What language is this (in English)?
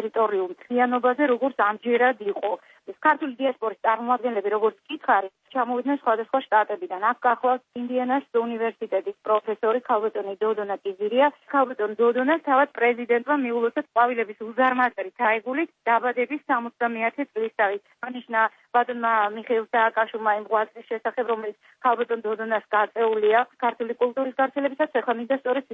Georgian